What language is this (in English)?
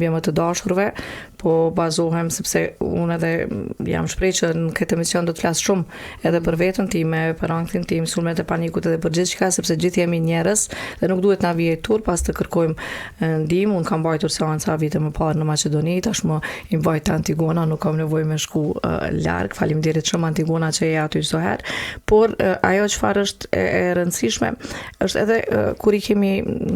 Albanian